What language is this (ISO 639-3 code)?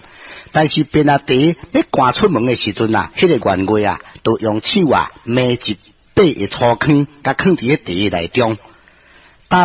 nan